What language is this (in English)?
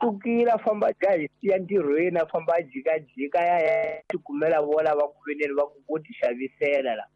Tsonga